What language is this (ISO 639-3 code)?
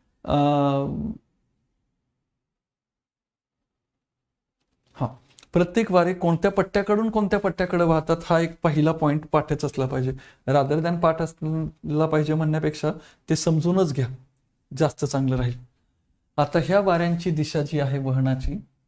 mar